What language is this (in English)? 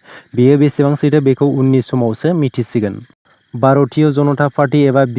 Bodo